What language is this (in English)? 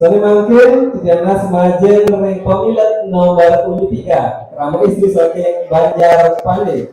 Balinese